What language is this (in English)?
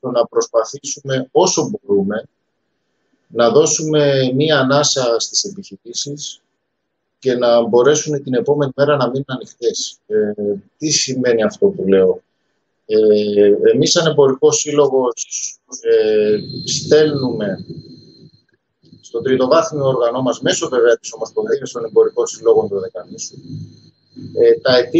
Greek